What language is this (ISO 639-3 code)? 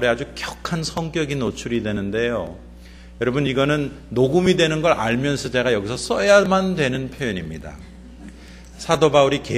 kor